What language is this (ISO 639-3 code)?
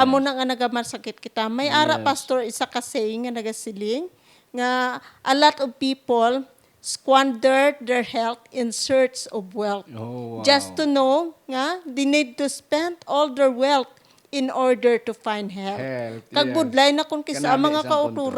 hil